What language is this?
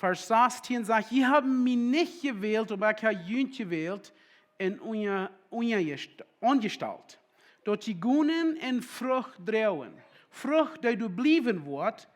Plautdietsch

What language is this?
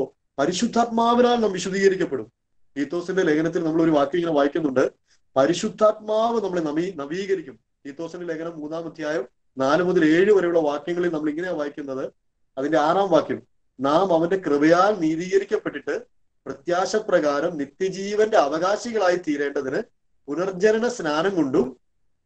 Malayalam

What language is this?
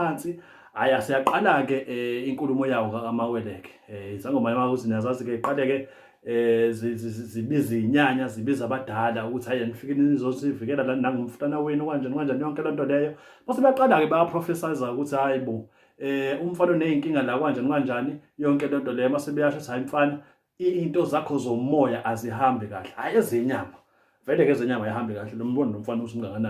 Zulu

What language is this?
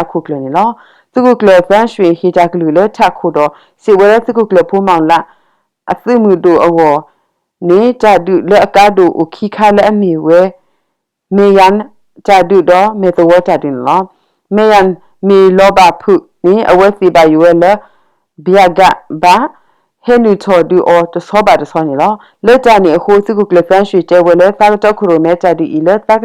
S'gaw Karen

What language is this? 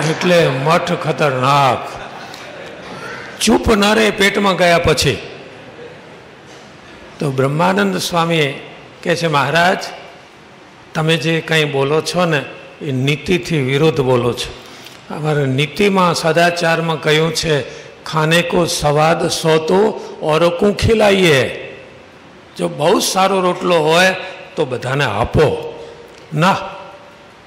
Gujarati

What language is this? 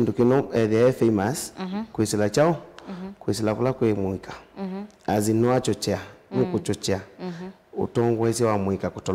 Kamba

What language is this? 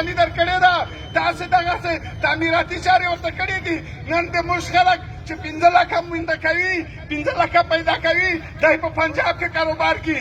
Pashto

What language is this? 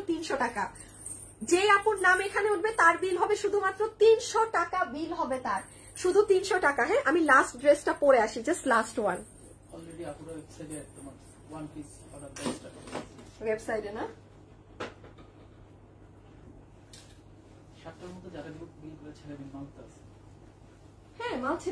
Bangla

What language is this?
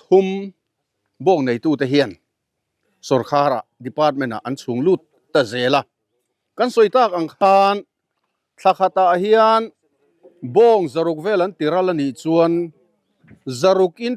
Mizo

